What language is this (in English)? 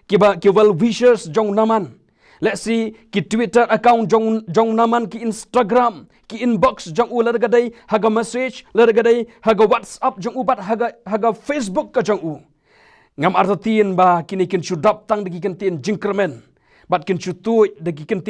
Khasi